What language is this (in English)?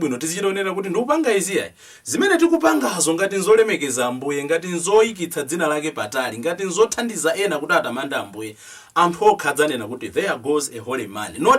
Nyanja